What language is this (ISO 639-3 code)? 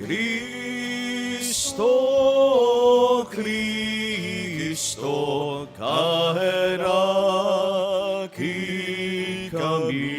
bik